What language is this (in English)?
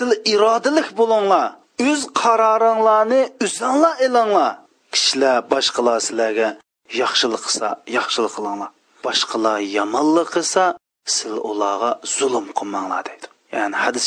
Uyghur